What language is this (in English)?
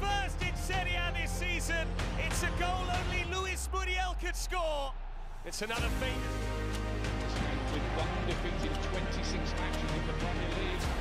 Danish